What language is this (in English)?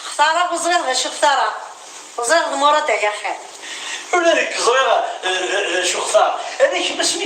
Kabyle